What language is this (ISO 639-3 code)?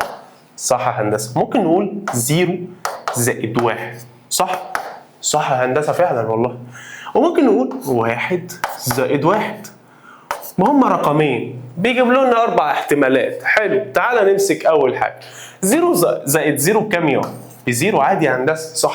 arz